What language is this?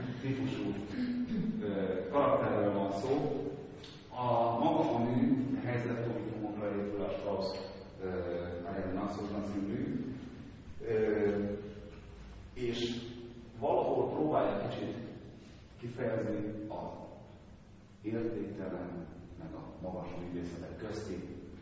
Hungarian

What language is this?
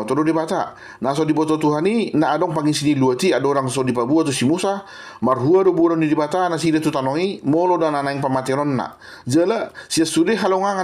Batak Toba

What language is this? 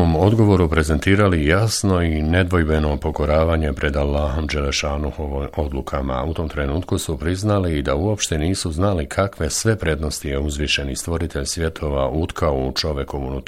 Bosnian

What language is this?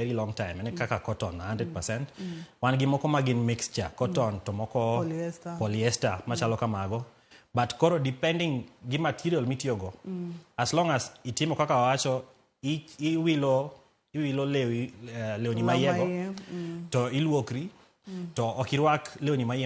Luo (Kenya and Tanzania)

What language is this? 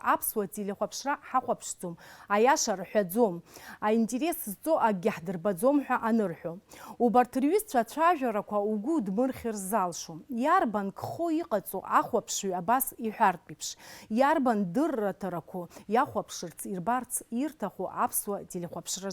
Abkhazian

